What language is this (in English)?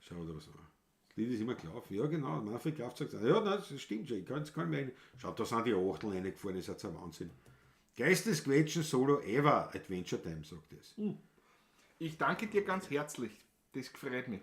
Bavarian